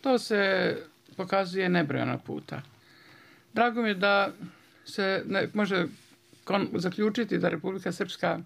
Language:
Bosnian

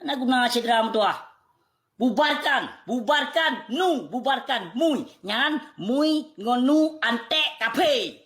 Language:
Achinese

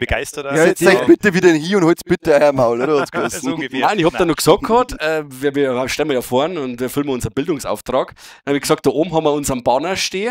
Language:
Bavarian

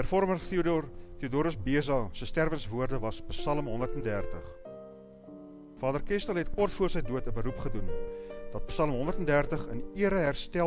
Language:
Afrikaans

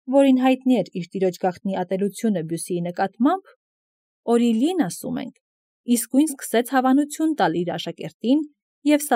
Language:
Armenian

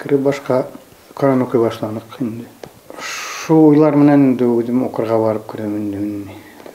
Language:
Bashkir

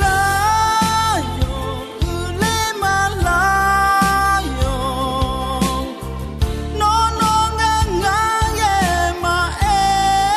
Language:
Akha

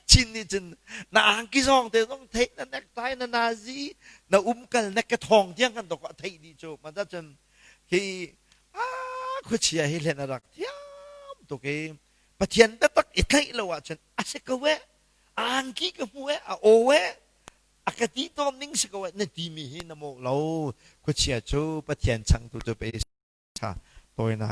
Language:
Hakha Chin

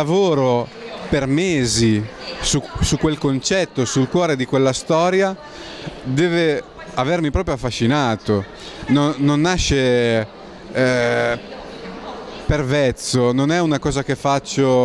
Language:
Italian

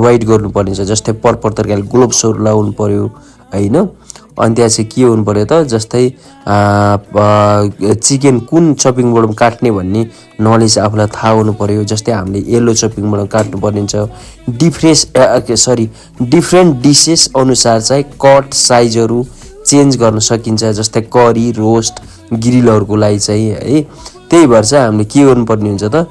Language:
Nepali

